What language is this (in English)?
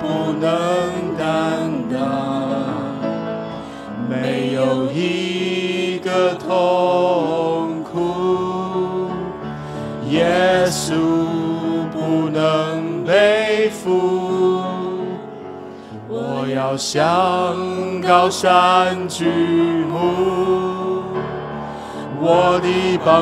Chinese